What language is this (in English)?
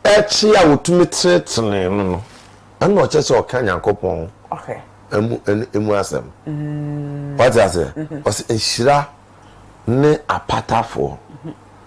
Akan